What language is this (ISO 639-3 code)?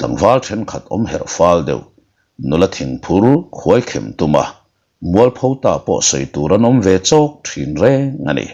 lus